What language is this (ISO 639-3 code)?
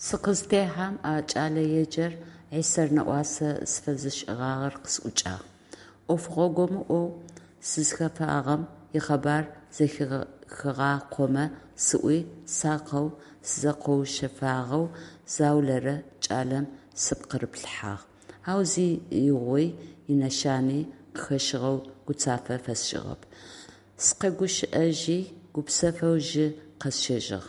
ady